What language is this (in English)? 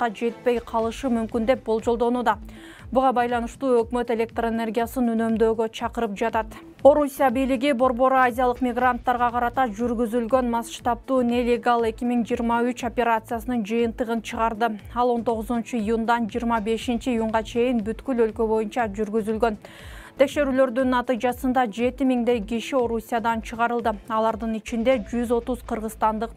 Kyrgyz